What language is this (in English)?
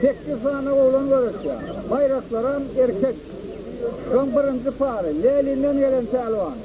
Turkmen